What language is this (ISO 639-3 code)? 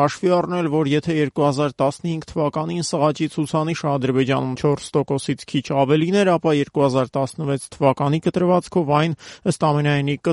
hye